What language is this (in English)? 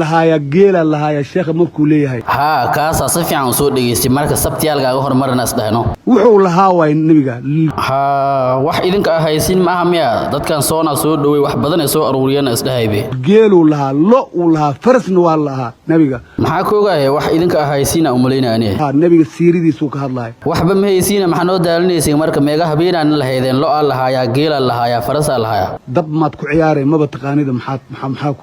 Somali